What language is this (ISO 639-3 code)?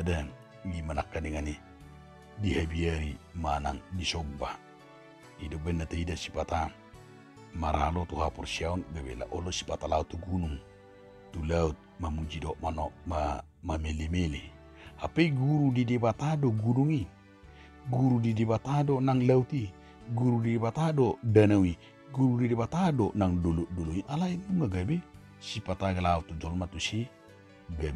bbc